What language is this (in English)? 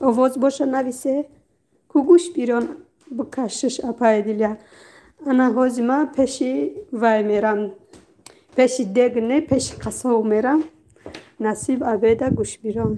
Tajik